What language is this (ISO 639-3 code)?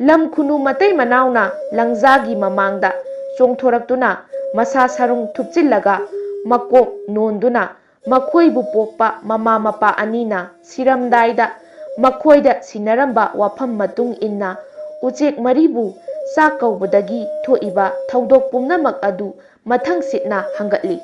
mni